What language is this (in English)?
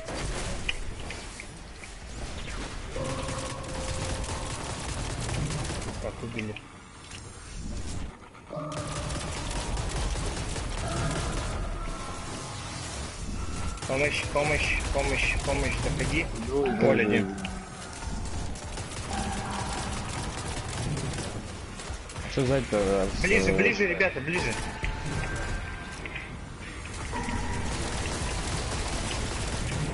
Russian